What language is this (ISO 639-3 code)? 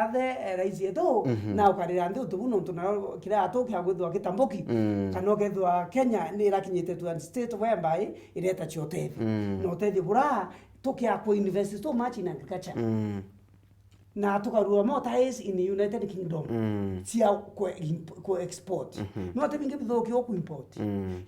mer